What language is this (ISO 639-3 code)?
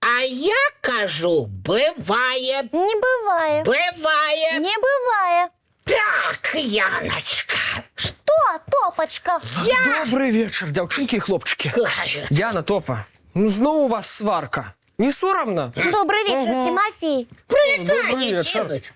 bel